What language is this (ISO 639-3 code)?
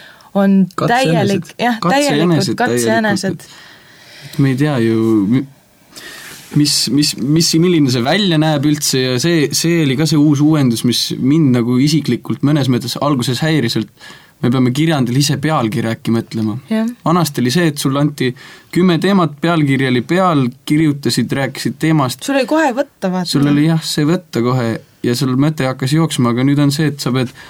est